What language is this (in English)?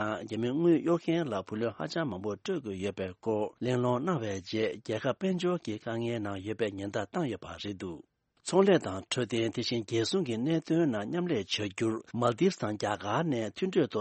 Tibetan